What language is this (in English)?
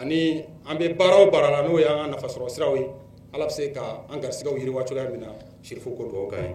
Bambara